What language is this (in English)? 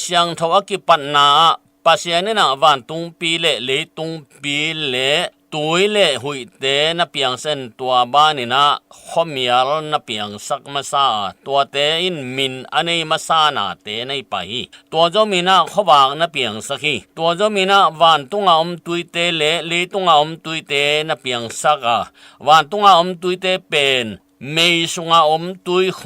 Tedim Chin